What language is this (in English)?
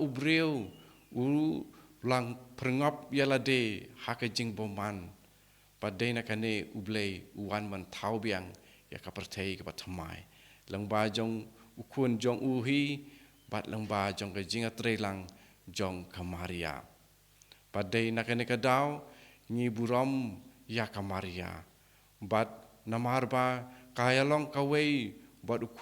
Khasi